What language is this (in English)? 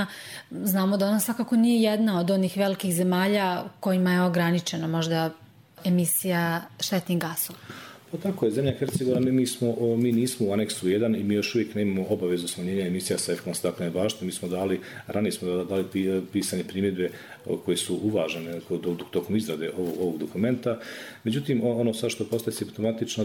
Bosnian